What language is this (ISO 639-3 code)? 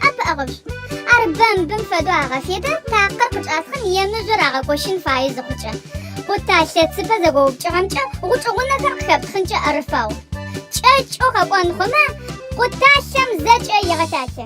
ady